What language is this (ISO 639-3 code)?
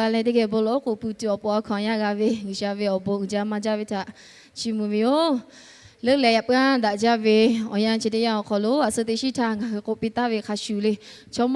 lhu